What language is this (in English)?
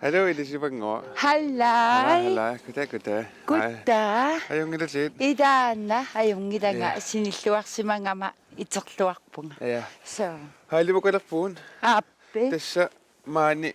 Kalaallisut